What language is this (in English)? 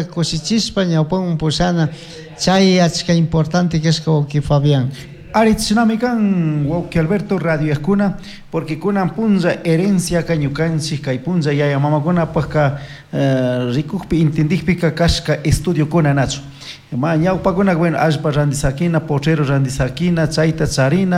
Chimborazo Highland Quichua